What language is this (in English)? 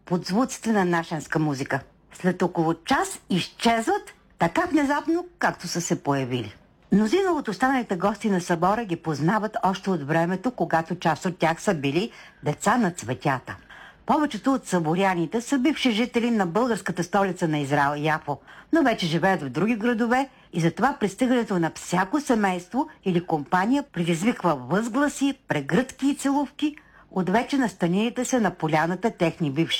Bulgarian